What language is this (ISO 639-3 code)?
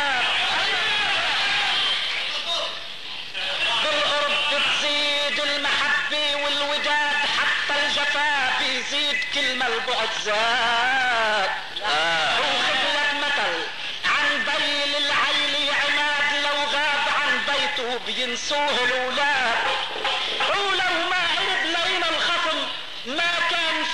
apc